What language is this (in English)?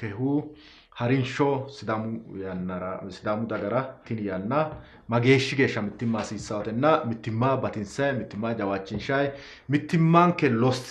Sidamo